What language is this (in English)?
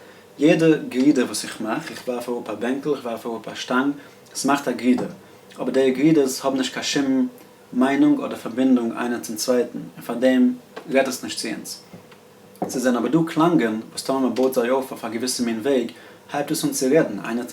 Yiddish